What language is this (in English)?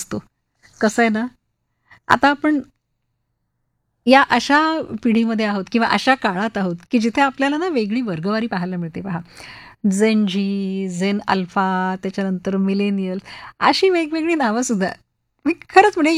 Marathi